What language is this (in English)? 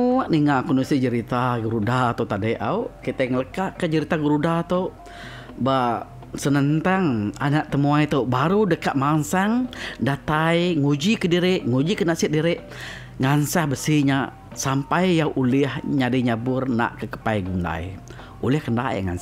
Iban